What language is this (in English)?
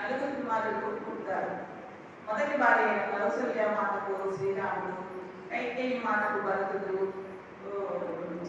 Telugu